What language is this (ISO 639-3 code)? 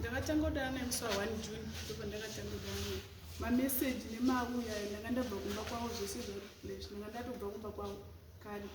sna